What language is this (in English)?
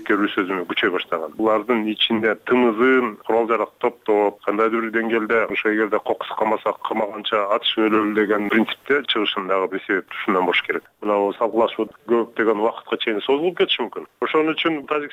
Kyrgyz